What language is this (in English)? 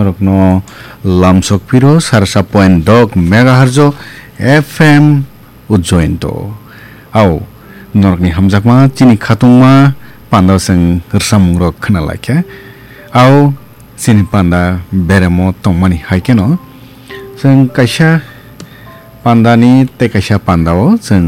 Kok Borok